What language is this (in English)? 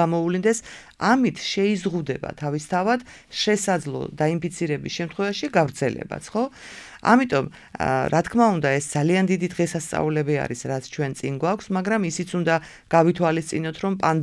Georgian